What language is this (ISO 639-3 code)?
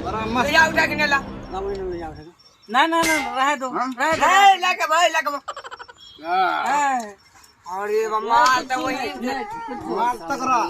mai